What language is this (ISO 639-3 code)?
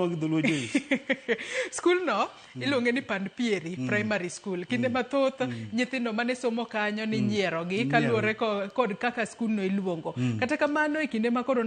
luo